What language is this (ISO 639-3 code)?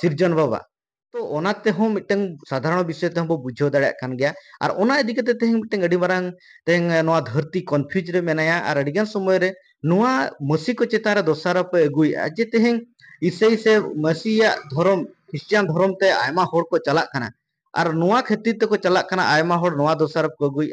sat